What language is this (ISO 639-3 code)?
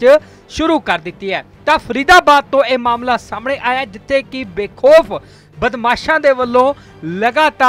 pan